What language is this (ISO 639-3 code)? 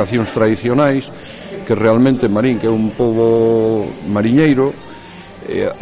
glg